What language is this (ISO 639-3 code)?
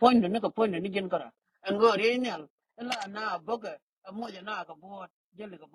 nus